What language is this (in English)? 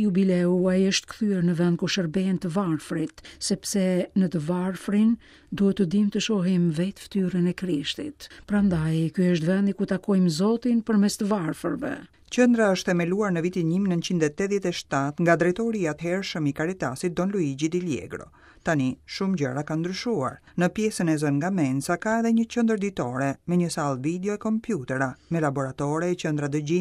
Albanian